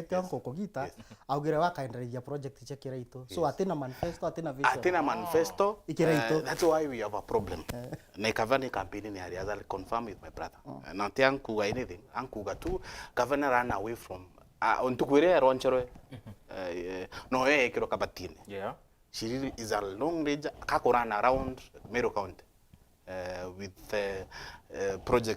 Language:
Meru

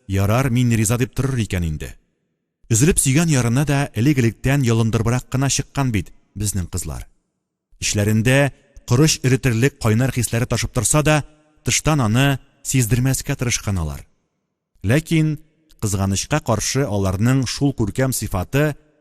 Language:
Tatar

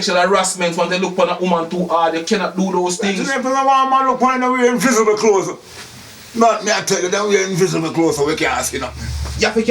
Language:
Jamaican Creole English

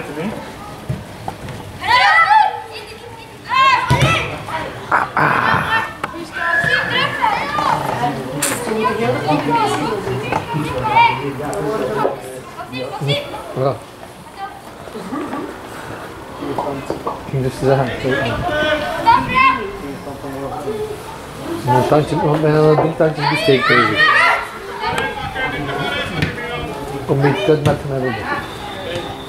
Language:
Dutch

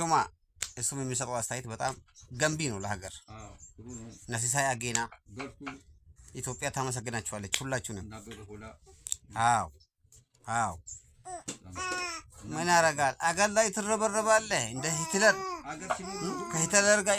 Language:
Amharic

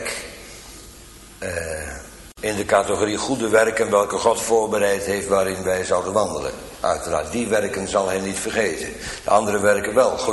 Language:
Dutch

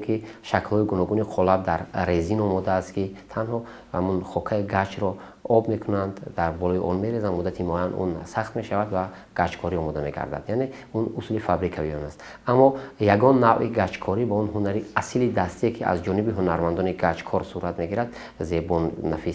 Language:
Tajik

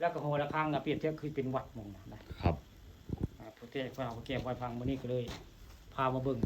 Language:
Northeastern Thai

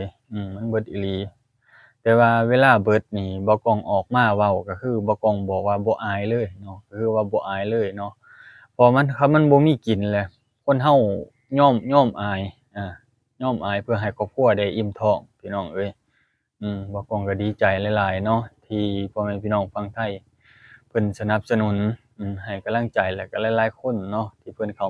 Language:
Lao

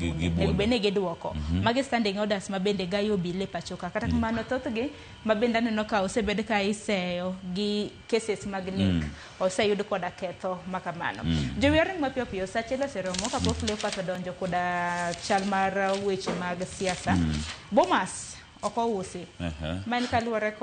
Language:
Luo (Kenya and Tanzania)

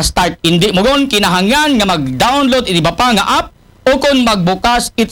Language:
Aklanon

